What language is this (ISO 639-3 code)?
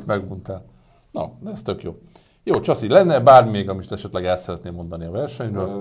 hun